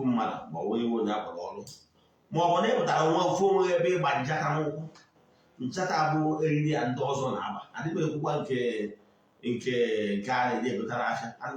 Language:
Igbo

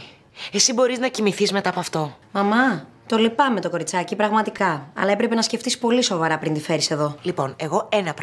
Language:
Greek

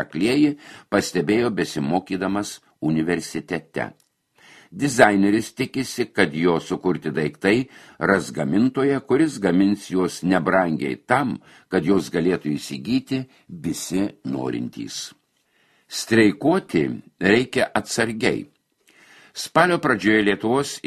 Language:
Lithuanian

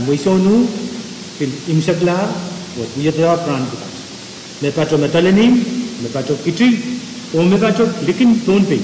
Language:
Pohnpeian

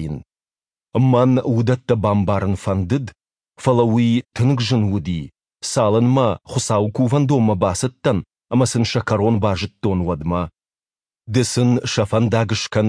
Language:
Ossetic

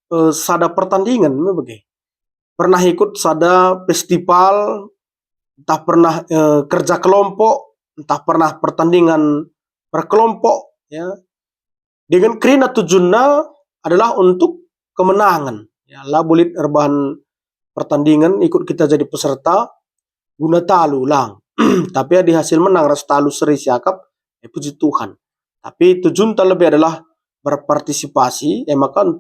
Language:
Batak Karo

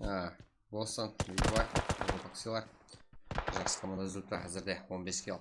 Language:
Kara-Kalpak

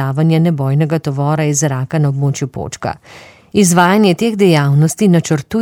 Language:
Slovenian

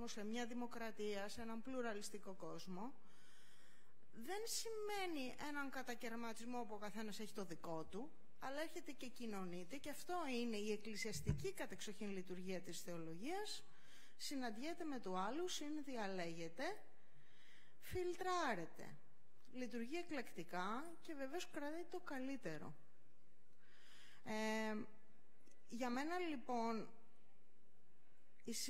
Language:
Greek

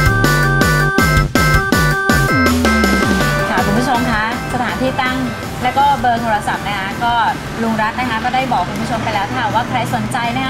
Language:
Thai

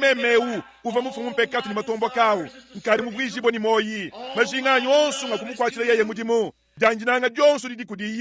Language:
Luba-Lulua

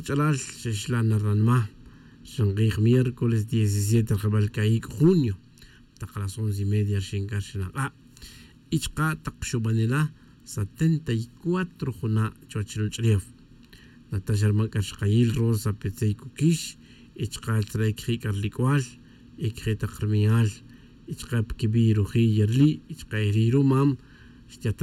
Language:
Kaqchikel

